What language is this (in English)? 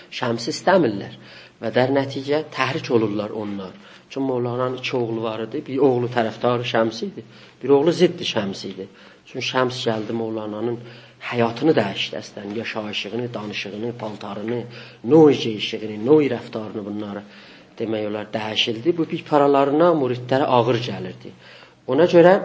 South Azerbaijani